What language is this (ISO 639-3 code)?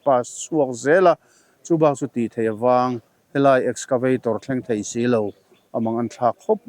lus